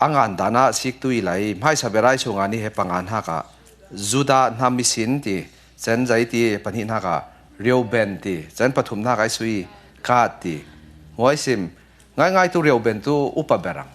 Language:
Falam Chin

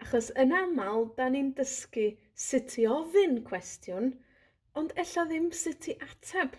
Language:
Welsh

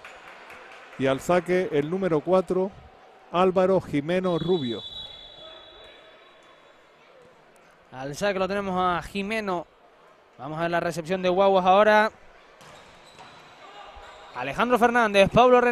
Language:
Spanish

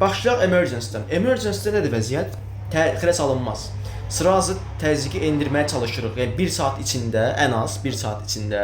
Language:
Azerbaijani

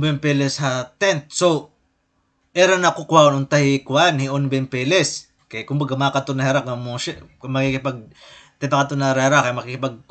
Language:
Waray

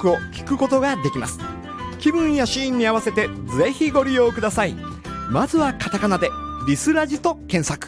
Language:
Japanese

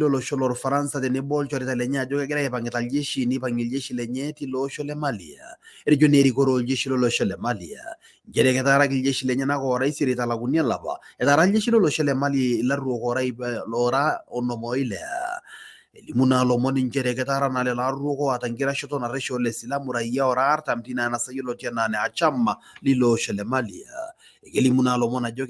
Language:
Masai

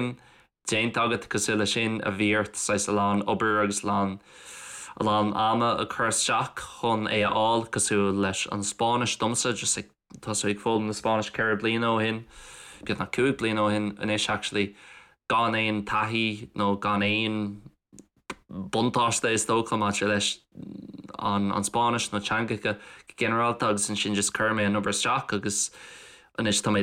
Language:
Irish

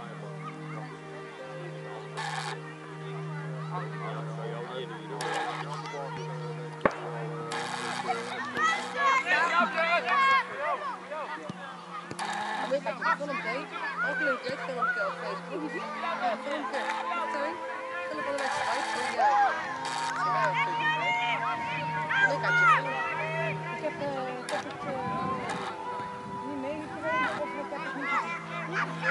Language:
Dutch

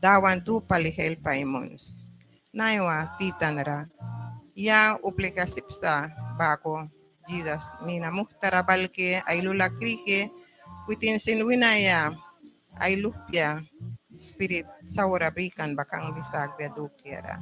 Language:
Mískito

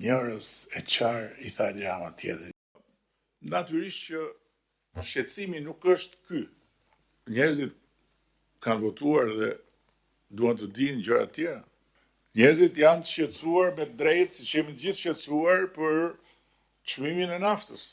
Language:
Albanian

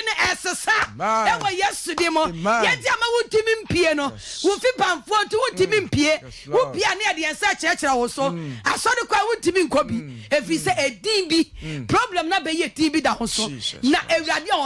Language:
Akan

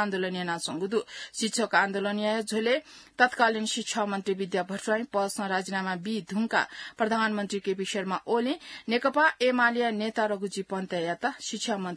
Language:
Newari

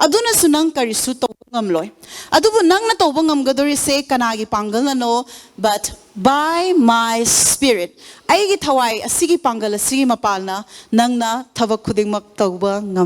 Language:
Manipuri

